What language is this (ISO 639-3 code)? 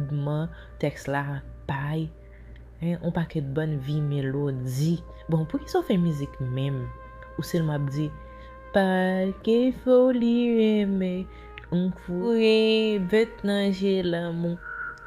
hat